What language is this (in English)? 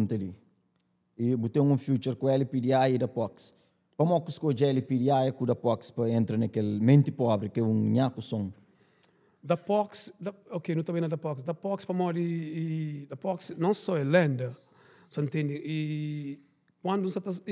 Kabuverdianu